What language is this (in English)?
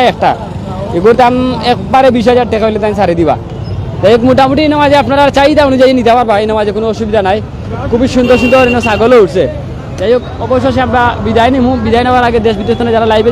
Sylheti